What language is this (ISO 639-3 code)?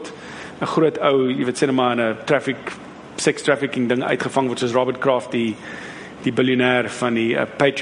afr